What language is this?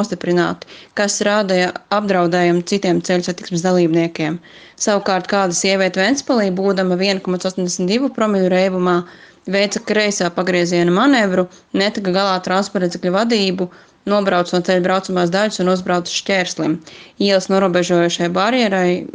Latvian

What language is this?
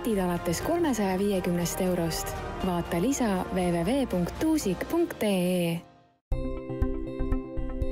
Estonian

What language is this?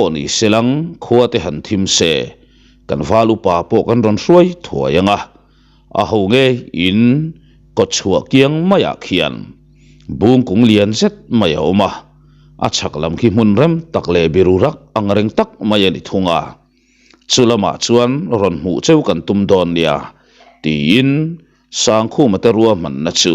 Mizo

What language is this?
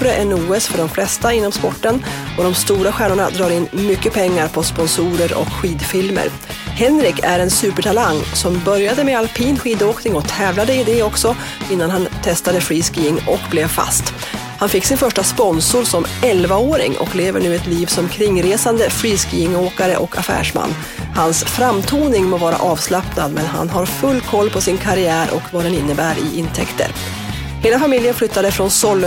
Swedish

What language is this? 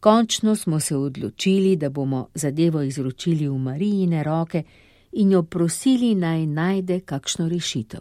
Slovenian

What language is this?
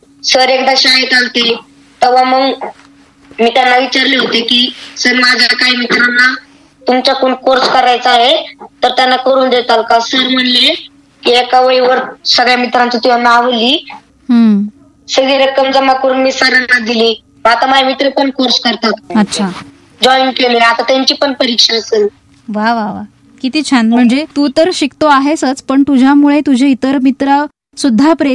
Marathi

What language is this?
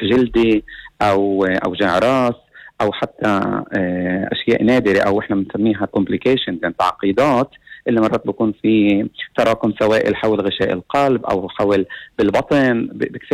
North Levantine Arabic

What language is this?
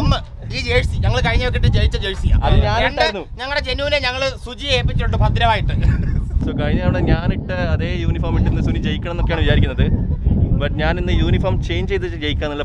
Malayalam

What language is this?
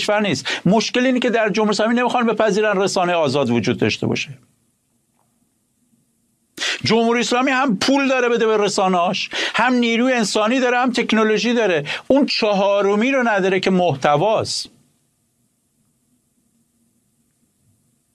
Persian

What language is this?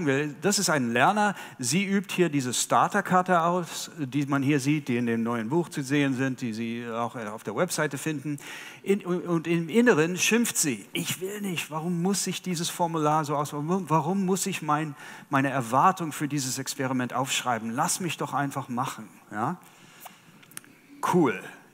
German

